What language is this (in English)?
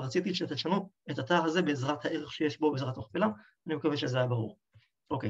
Hebrew